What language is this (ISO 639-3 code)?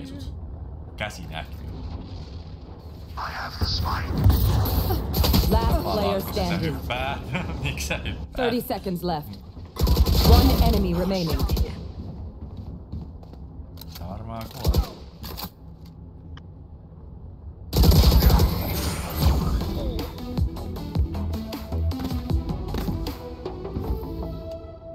fin